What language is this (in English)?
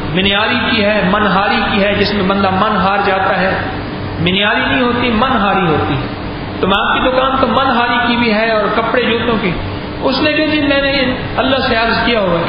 Urdu